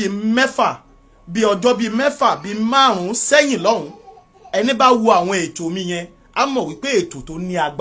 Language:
Yoruba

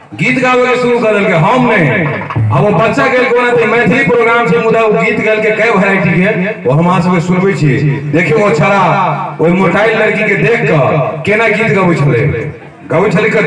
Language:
Maithili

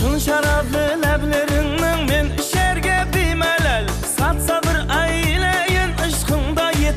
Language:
Kara-Kalpak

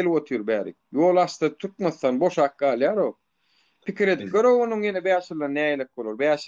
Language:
Turkmen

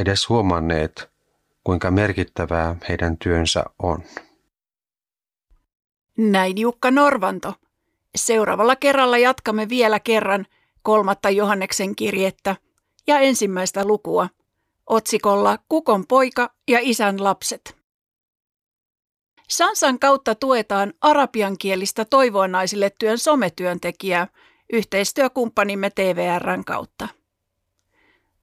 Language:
Finnish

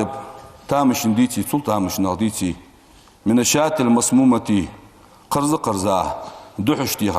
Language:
Ingush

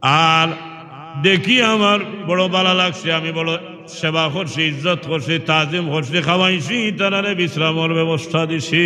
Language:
Sylheti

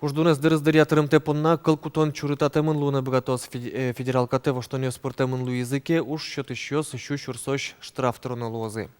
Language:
Udmurt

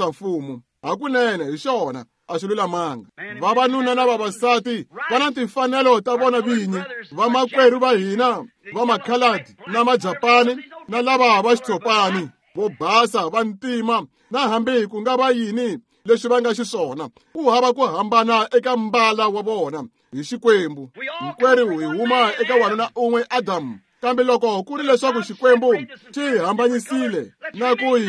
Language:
Tsonga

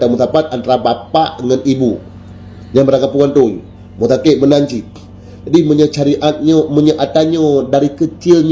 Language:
Achinese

